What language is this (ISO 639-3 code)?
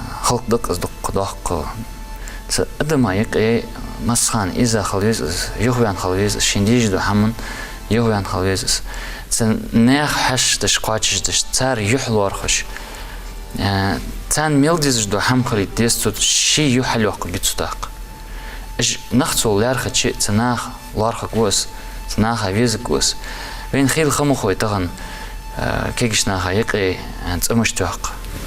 inh